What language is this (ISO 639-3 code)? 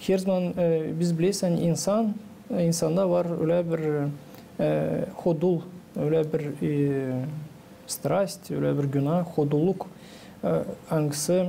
gag